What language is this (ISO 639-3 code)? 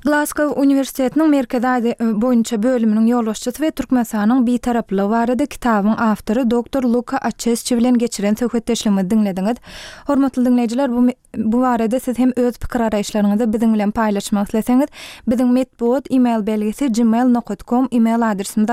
tuk